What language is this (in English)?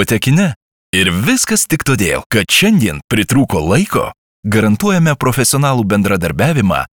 Lithuanian